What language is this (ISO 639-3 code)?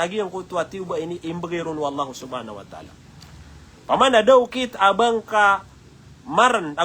mrw